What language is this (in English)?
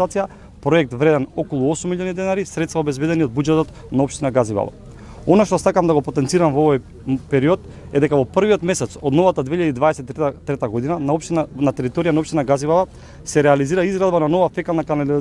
Macedonian